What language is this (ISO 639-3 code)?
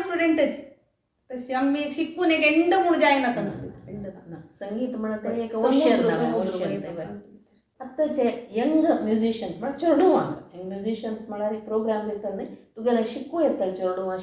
kok